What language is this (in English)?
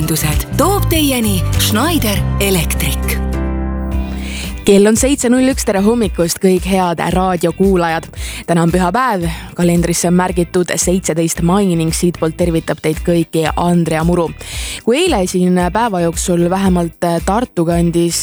Estonian